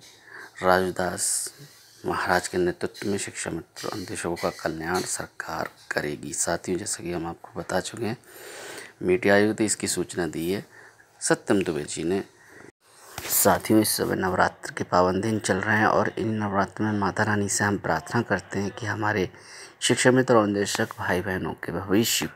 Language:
Hindi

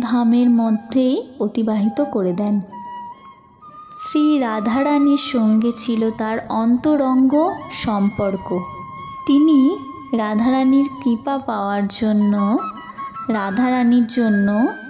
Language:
Bangla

